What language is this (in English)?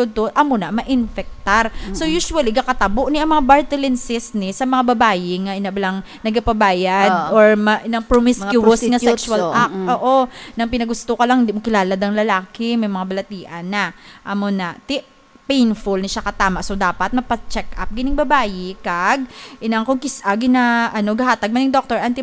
Hiligaynon